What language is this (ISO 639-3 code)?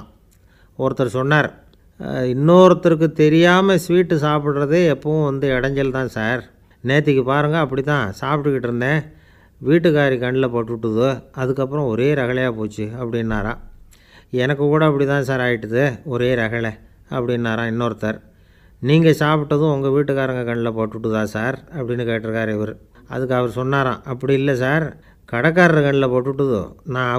tam